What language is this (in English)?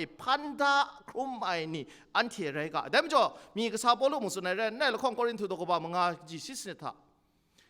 Kachin